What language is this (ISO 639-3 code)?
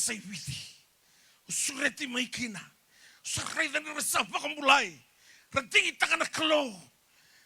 fij